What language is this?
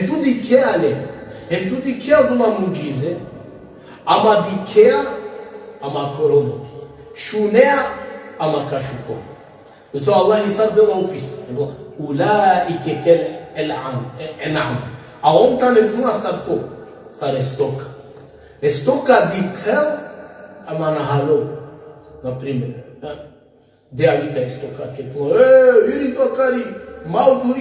Balkan Romani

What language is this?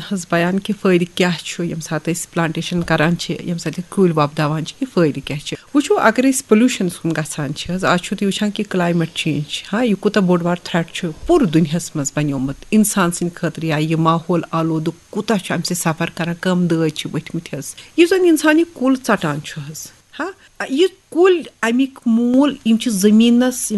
Kashmiri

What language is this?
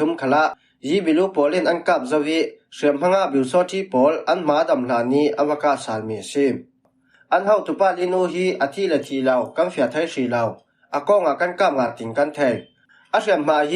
Falam Chin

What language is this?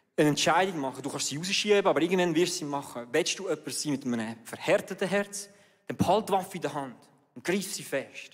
Swiss German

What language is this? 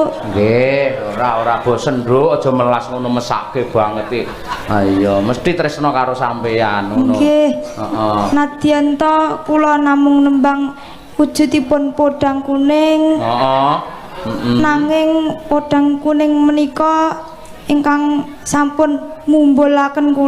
Javanese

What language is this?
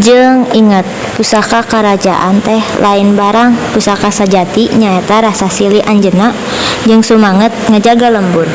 Sundanese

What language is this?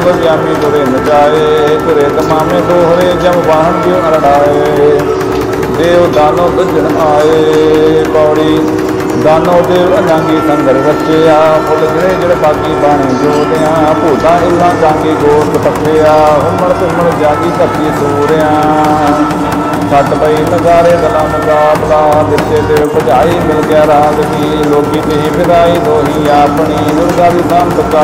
Punjabi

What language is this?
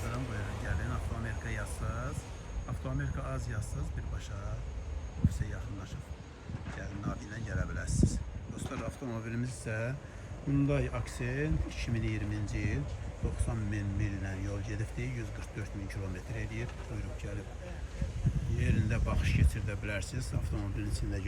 Azerbaijani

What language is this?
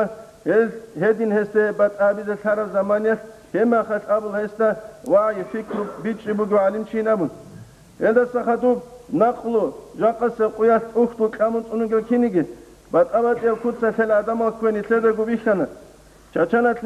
Avaric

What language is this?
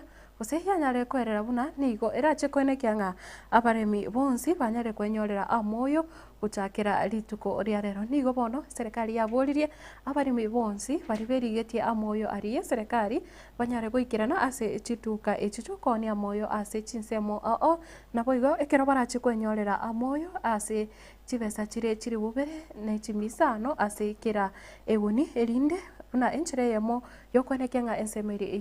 Gusii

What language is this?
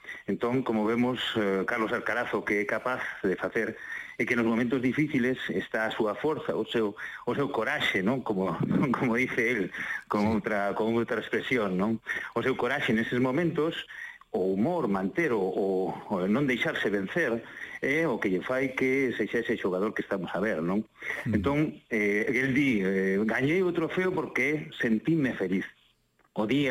Galician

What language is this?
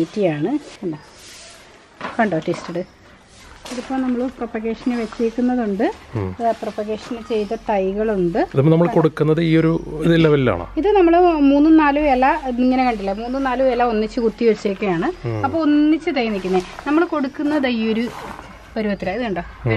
Malayalam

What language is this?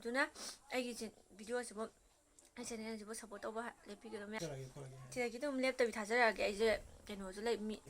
Manipuri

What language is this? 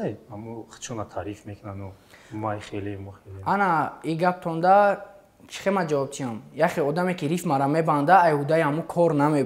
Tajik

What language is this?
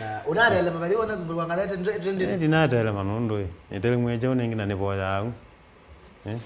Kamba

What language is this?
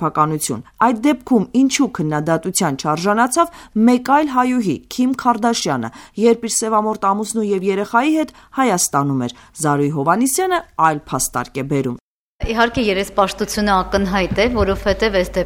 Armenian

